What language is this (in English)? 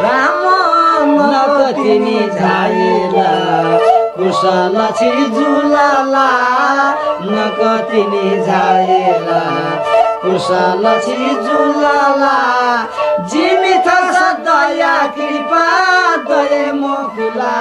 Newari